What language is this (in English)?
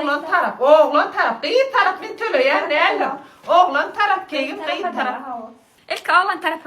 Turkmen